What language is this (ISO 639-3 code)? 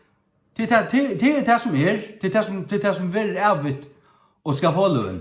fao